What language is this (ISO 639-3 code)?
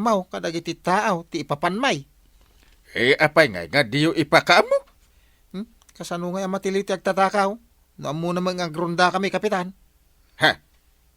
ilo